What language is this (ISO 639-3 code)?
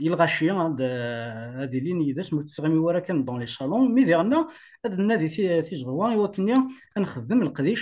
kab